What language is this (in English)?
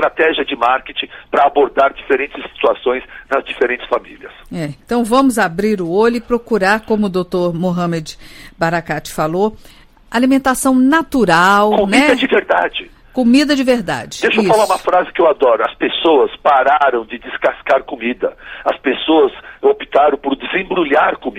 Portuguese